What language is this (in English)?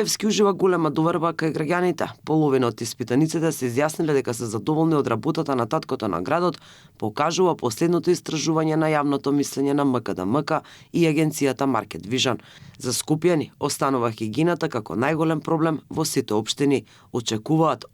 Macedonian